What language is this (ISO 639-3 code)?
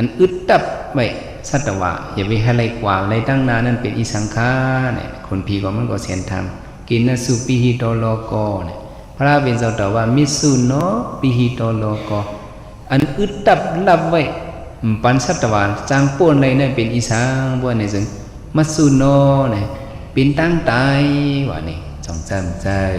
shn